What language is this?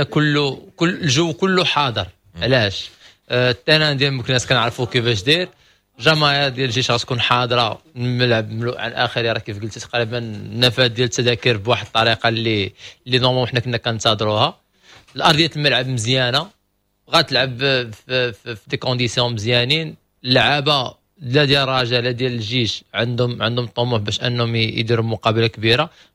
Moroccan Arabic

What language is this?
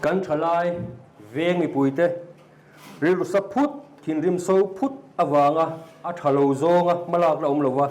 Mizo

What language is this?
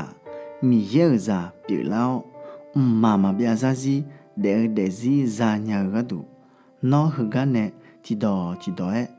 Akha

